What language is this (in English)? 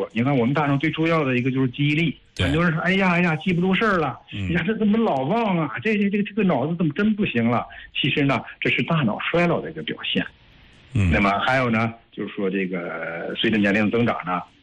Chinese